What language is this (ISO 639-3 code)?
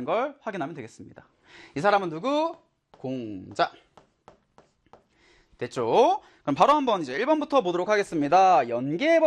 kor